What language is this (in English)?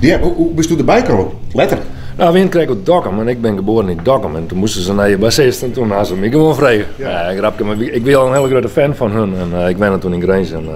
Western Frisian